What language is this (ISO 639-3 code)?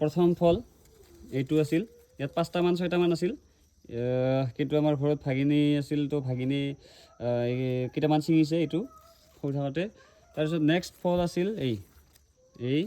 asm